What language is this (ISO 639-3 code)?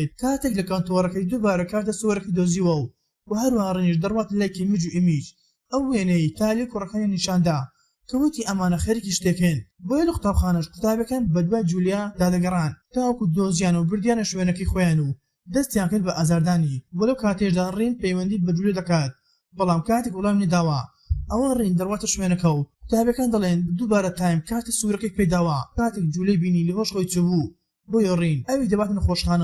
ckb